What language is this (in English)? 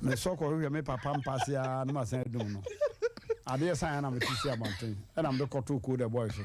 Akan